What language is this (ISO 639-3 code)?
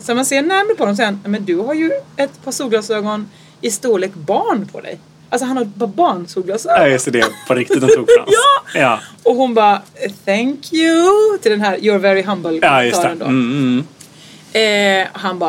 swe